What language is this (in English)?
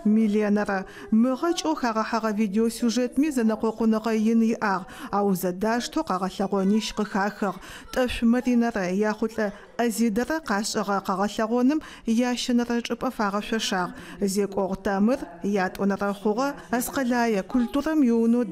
Adyghe